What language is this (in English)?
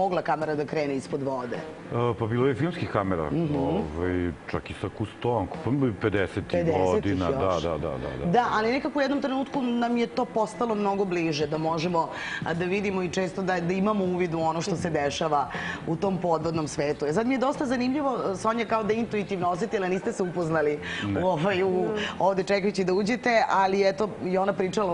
Serbian